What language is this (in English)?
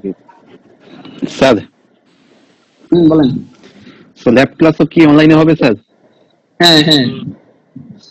Bangla